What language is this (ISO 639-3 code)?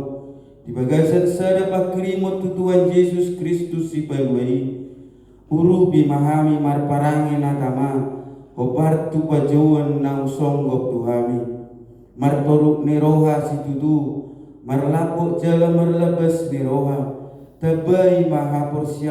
bbc